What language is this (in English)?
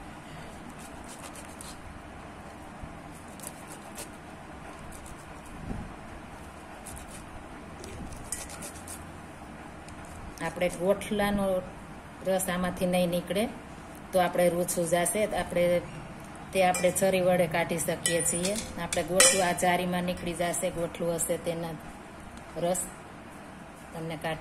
Gujarati